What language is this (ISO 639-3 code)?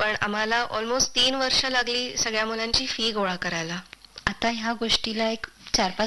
mar